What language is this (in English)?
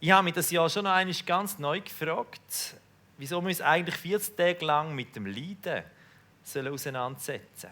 Swiss German